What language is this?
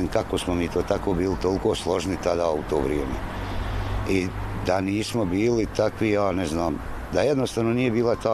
Bosnian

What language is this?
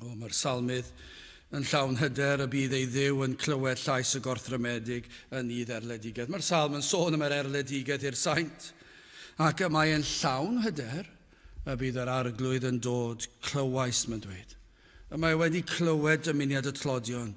Welsh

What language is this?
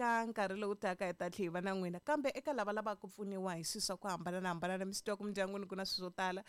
Tsonga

